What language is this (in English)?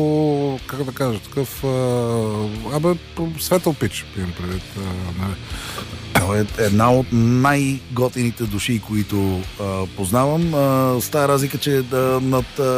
Bulgarian